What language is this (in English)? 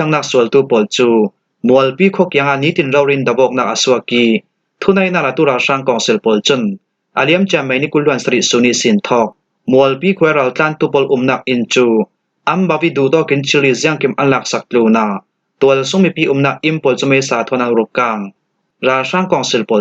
Falam Chin